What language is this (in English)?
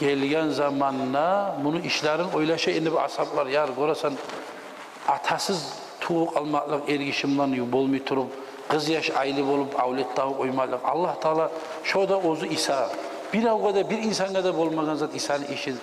Kumyk